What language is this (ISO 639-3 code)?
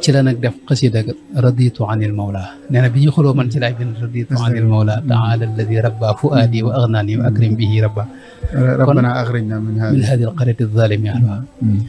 wol